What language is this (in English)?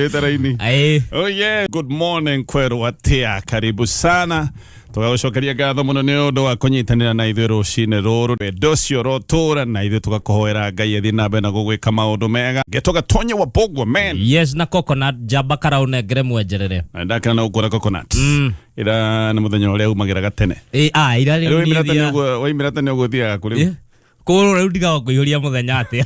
Kikuyu